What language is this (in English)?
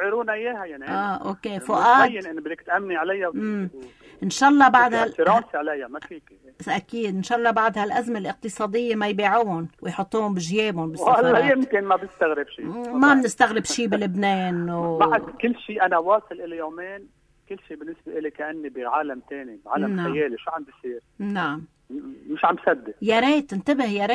North Levantine Arabic